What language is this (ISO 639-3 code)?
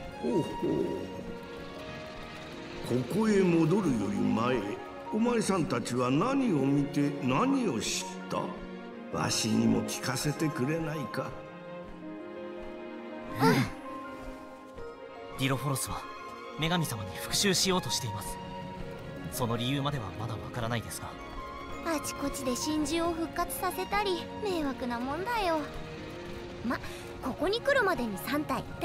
jpn